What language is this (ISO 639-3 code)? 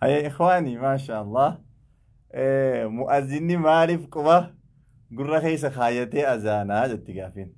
orm